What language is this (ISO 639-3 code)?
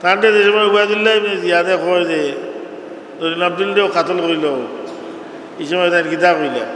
syl